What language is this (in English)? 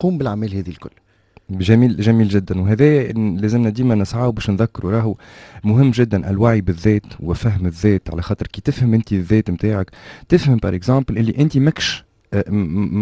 Tunisian Arabic